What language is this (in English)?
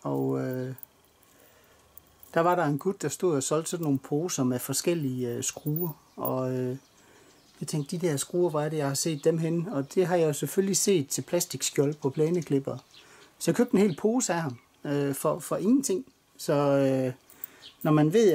Danish